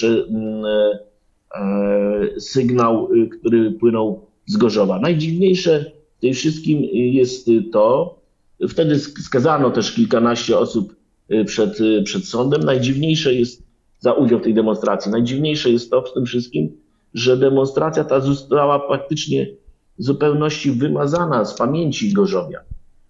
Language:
Polish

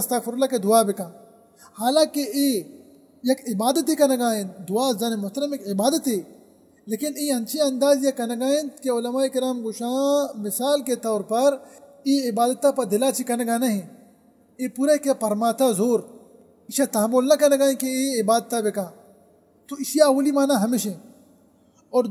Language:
Baluchi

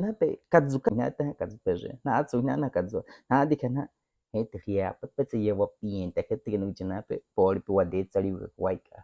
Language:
Baniwa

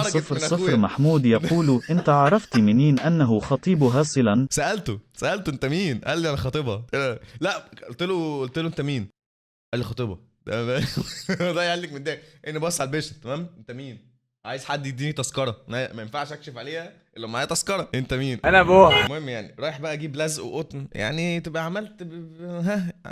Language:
Egyptian Arabic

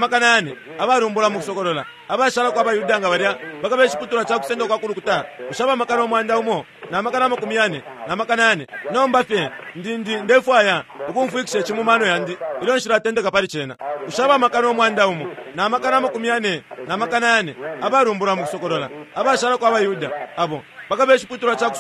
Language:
Bemba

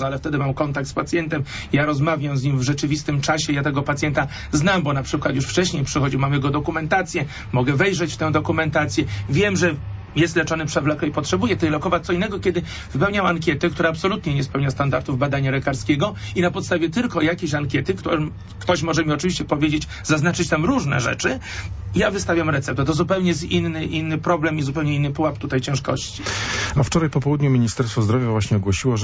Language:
Polish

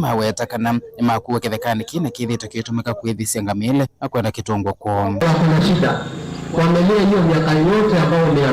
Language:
Kamba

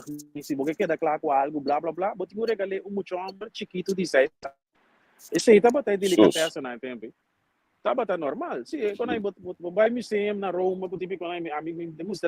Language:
Papiamento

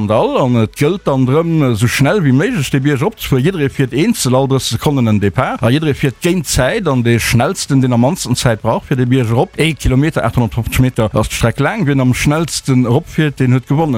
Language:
Luxembourgish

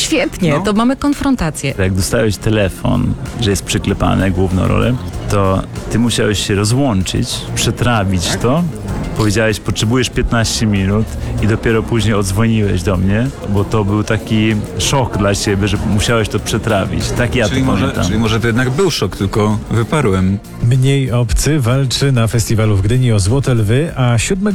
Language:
Polish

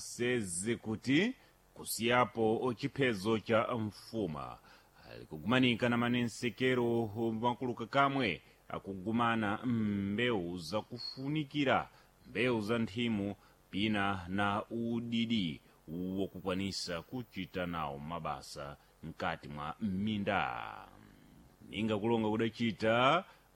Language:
Sena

